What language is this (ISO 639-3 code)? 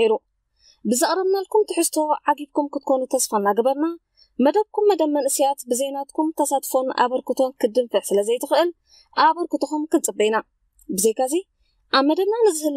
tir